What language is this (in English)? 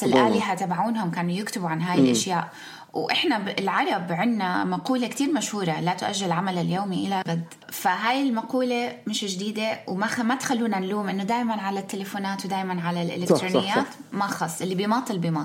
North Levantine Arabic